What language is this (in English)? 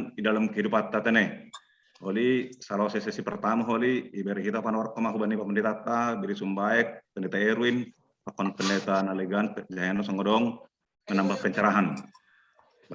Batak Simalungun